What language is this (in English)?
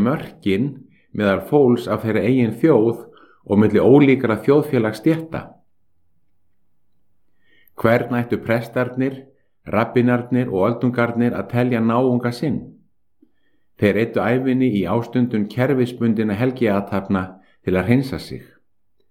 Icelandic